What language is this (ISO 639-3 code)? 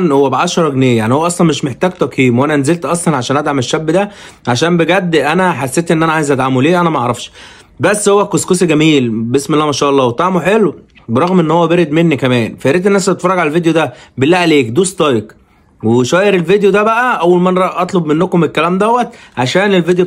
arz